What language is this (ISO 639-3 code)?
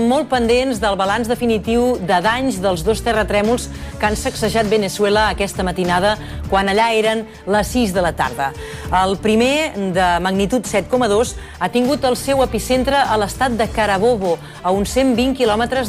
cat